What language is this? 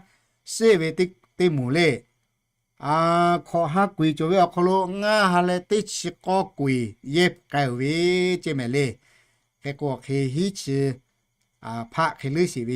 Lahu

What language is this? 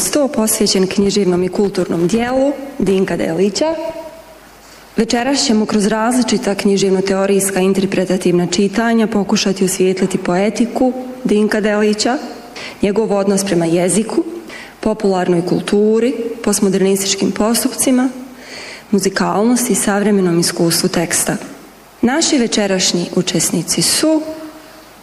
Bosnian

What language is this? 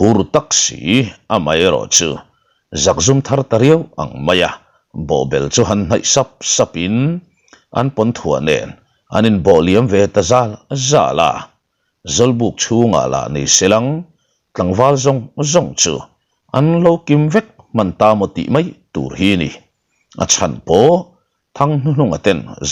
Mizo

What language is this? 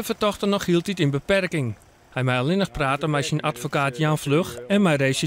Western Frisian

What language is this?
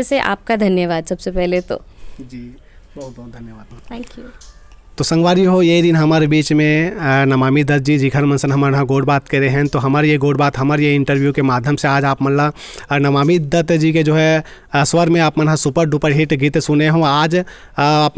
Chhattisgarhi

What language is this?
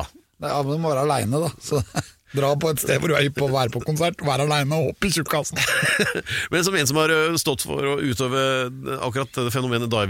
Norwegian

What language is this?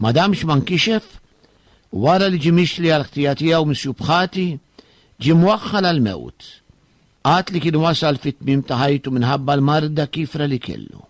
Maltese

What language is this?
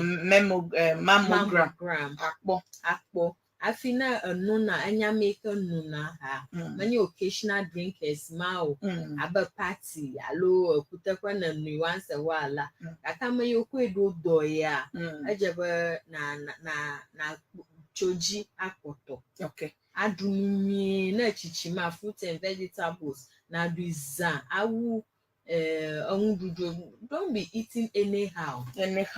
Ewe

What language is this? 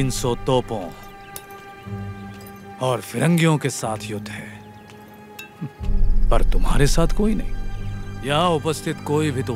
Hindi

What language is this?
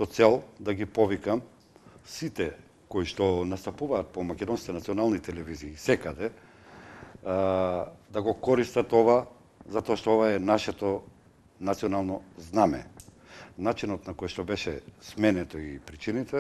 Macedonian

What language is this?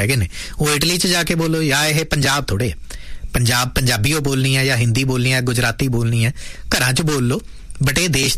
Punjabi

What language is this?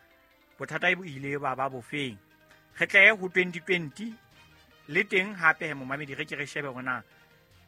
Southern Sotho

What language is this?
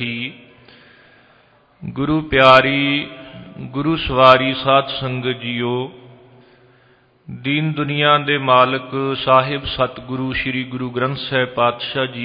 Punjabi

